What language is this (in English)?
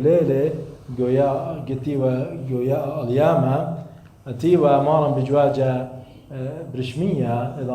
Assyrian Neo-Aramaic